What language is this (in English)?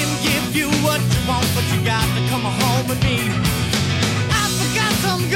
English